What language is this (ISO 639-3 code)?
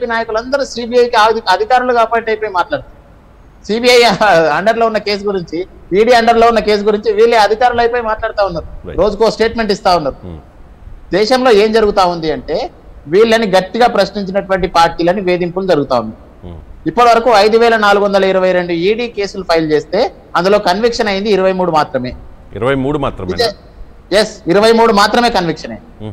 tel